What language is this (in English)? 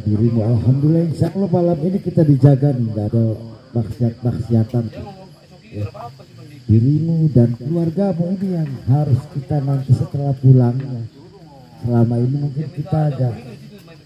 Indonesian